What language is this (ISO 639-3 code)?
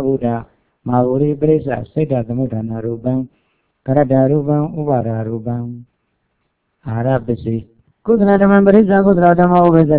mya